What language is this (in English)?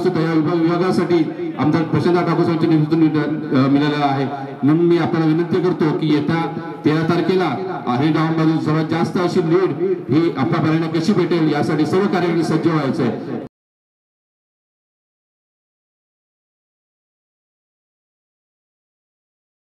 Marathi